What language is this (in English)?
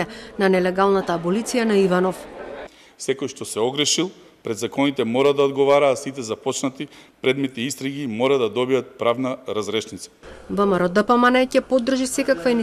Macedonian